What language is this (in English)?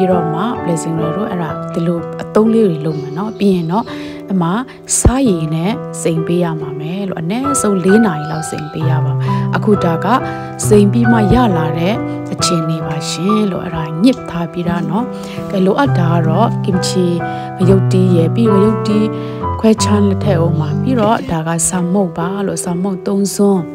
Burmese